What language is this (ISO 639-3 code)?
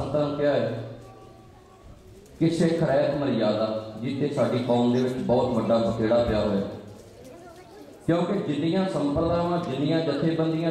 pan